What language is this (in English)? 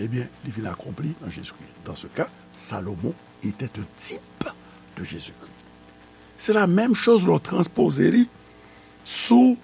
Haitian Creole